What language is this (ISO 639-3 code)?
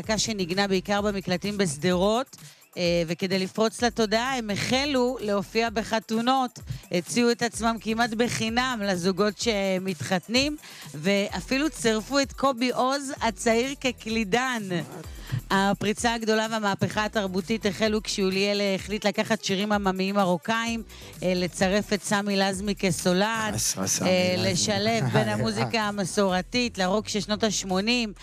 heb